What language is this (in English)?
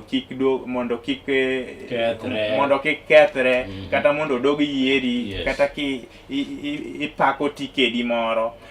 Luo (Kenya and Tanzania)